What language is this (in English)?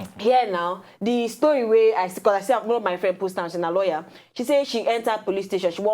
Nigerian Pidgin